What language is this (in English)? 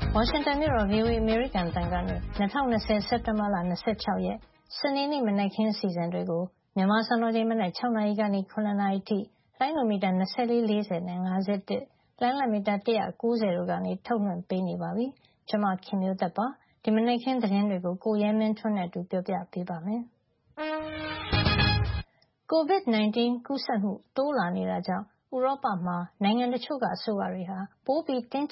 Burmese